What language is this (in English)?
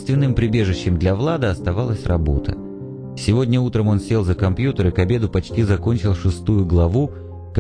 Russian